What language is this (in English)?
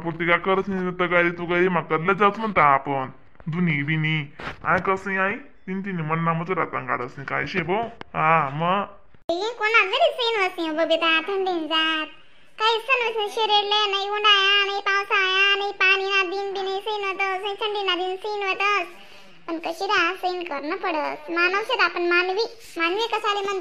Khandesi